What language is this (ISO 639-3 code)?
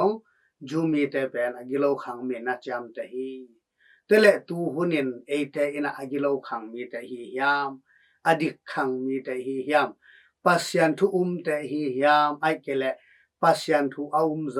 ctd